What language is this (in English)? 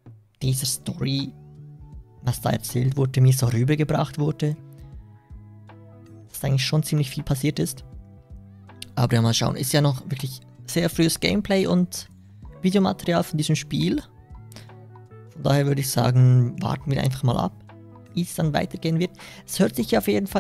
German